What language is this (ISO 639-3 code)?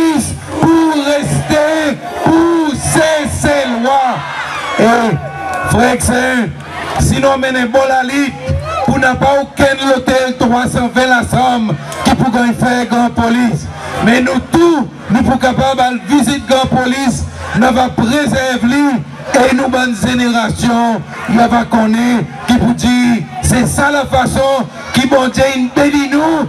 crs